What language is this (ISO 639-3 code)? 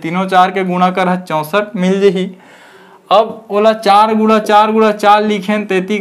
hne